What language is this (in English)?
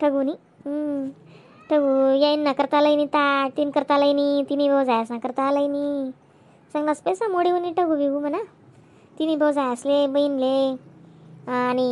Khandesi